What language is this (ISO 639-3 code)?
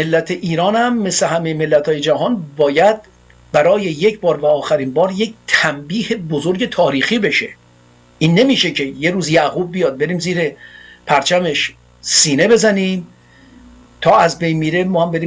fas